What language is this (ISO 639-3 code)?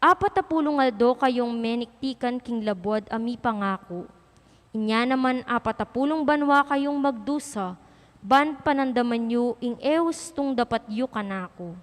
pam